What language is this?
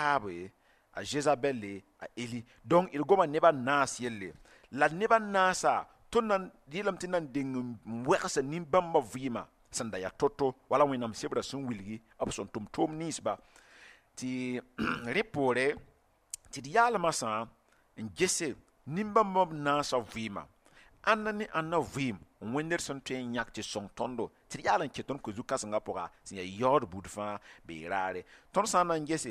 Mossi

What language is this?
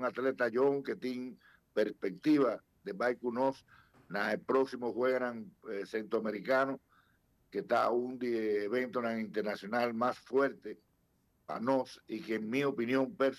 Papiamento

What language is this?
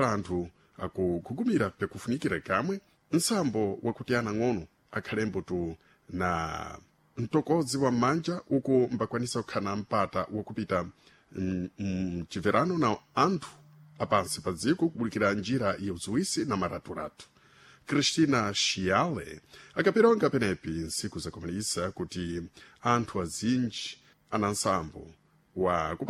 Sena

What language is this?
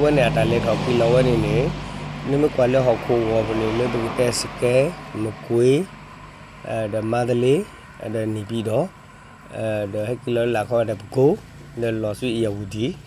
S'gaw Karen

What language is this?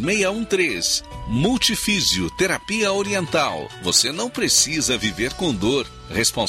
Portuguese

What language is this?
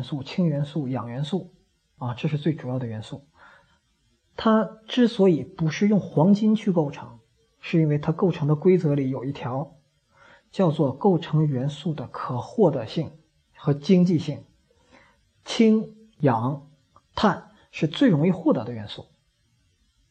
Chinese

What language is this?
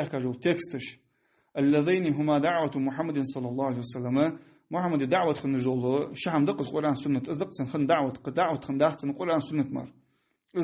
Ingush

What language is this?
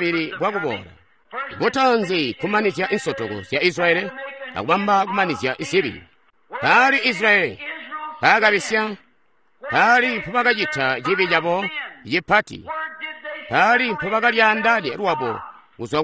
Tonga (Zambia)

